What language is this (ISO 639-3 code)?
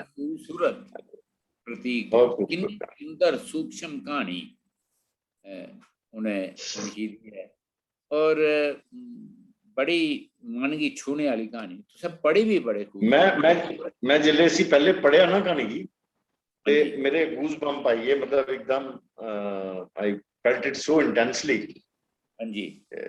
doi